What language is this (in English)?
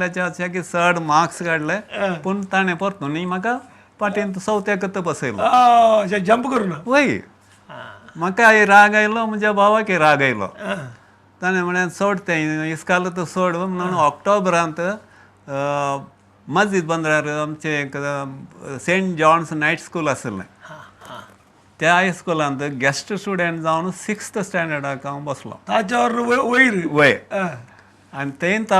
Konkani